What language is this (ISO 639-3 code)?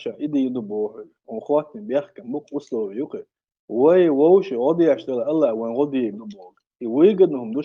che